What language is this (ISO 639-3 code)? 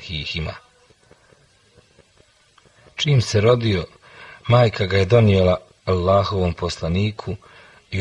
bos